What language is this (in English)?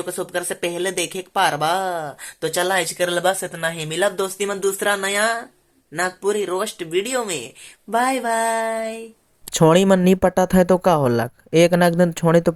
Sadri